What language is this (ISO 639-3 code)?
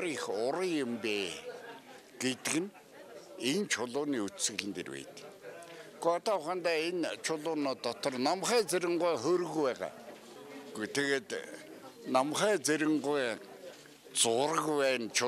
mon